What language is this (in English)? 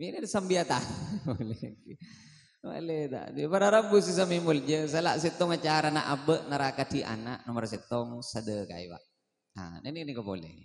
Madurese